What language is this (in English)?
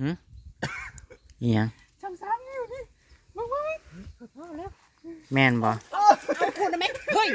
Northeastern Thai